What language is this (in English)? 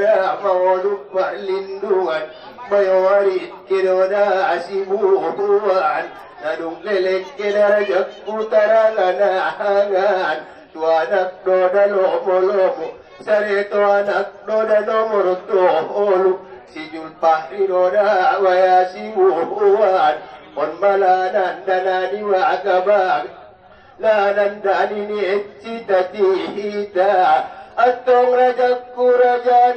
Batak Angkola